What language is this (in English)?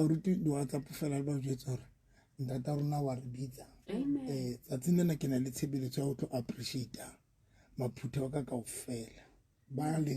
Southern Sotho